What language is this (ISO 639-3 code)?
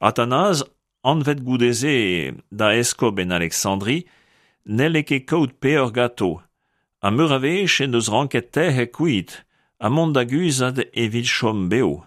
bre